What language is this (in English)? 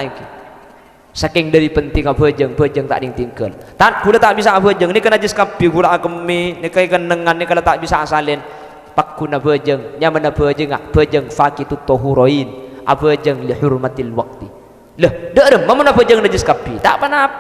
Madurese